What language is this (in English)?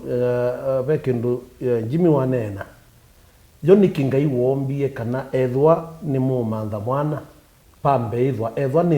Kamba